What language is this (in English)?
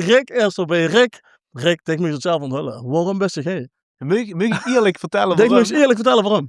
Limburgish